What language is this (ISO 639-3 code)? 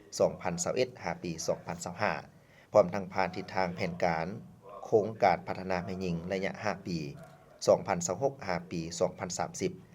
lao